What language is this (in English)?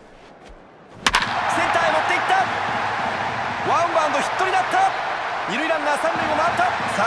Japanese